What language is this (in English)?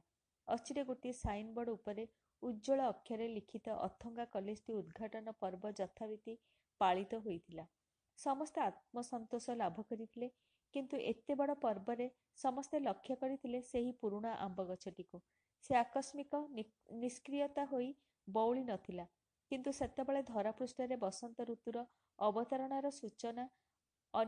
Odia